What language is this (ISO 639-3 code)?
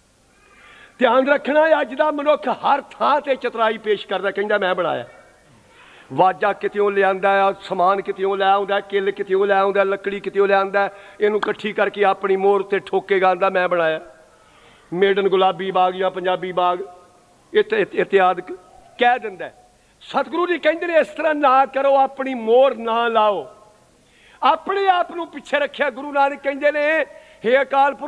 pan